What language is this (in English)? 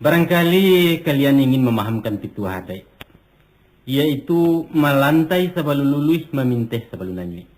Minangkabau